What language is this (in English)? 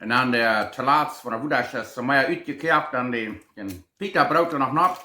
Plautdietsch